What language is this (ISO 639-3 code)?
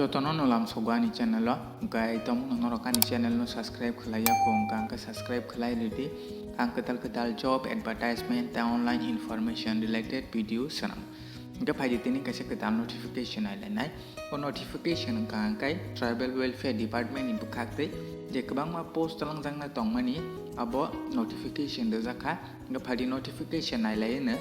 trp